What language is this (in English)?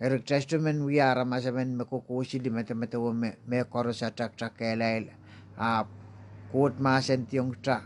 Pohnpeian